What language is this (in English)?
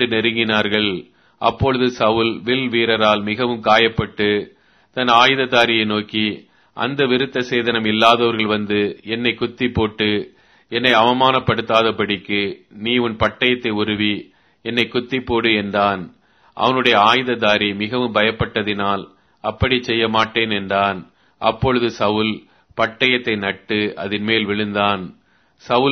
Tamil